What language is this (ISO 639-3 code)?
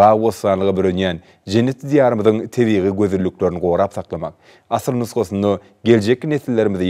tuk